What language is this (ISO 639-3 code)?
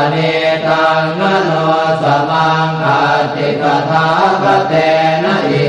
pli